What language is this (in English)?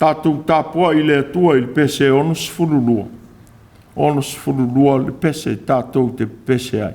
Samoan